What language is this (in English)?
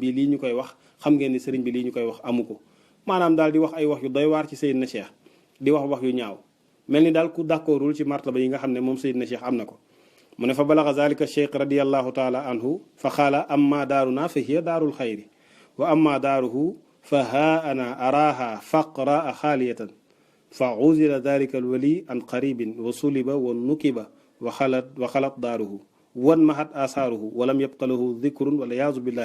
Wolof